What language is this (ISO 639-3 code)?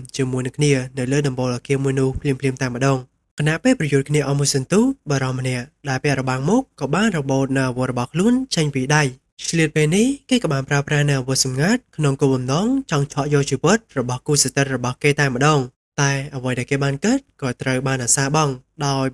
khm